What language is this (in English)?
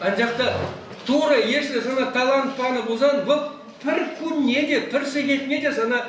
Chuvash